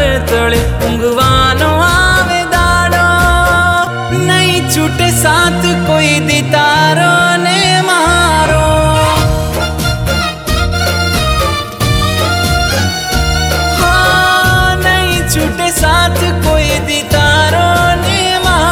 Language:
Gujarati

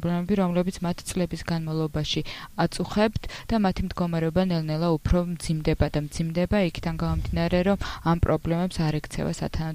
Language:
Georgian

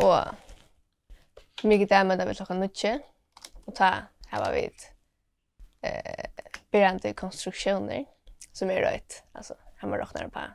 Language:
Faroese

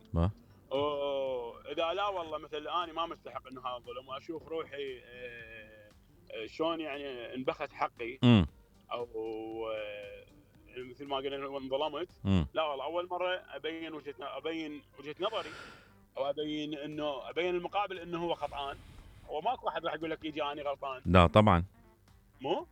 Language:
Mesopotamian Arabic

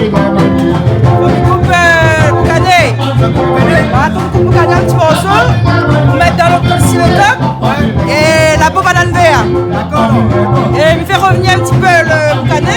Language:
Réunion Creole French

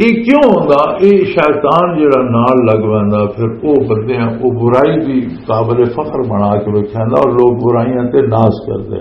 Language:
Western Panjabi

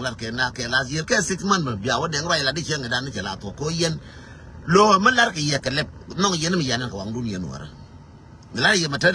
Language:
Nuer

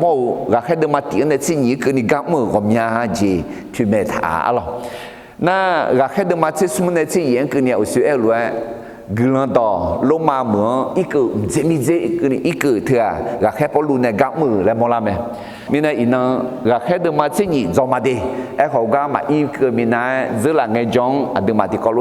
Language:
Akha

